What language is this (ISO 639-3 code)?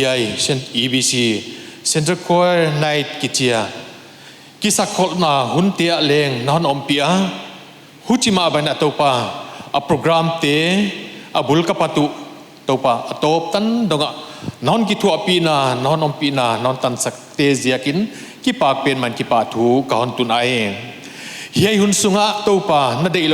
pck